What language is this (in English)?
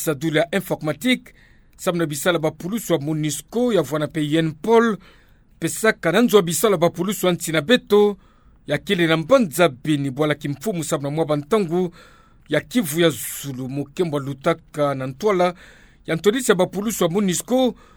Kituba (Democratic Republic of Congo)